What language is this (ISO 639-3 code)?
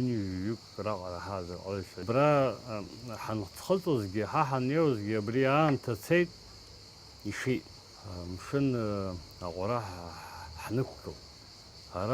abk